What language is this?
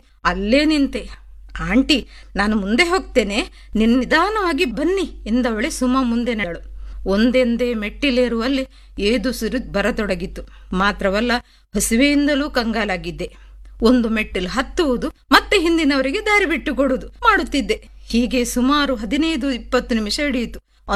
Kannada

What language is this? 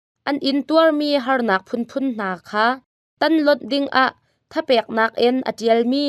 Hakha Chin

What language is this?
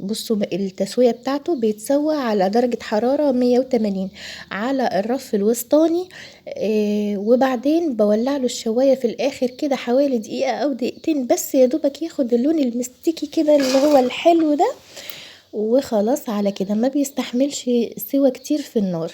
Egyptian Arabic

